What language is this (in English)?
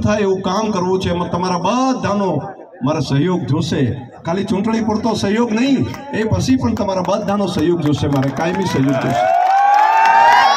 Gujarati